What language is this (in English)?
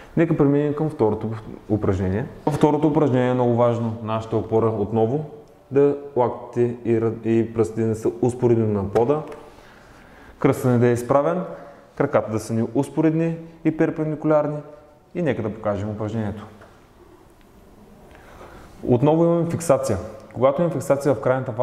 Bulgarian